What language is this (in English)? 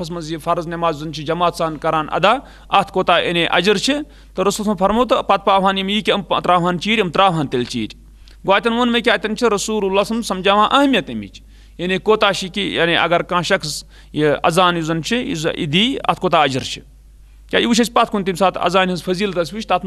Kashmiri